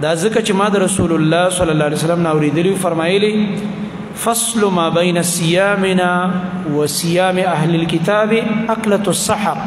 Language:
Pashto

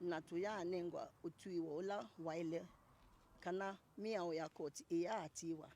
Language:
Kamba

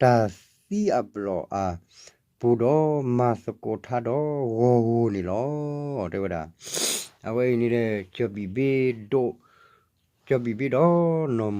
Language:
S'gaw Karen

